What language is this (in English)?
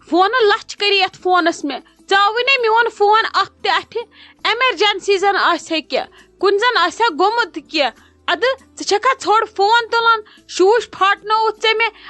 Kashmiri